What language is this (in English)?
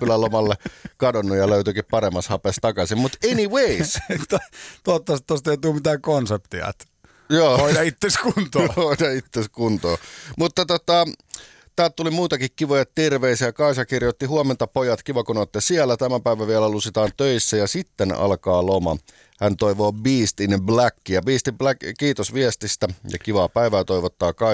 Finnish